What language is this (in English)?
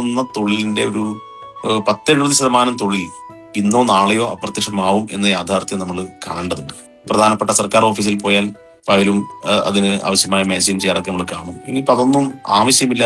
Malayalam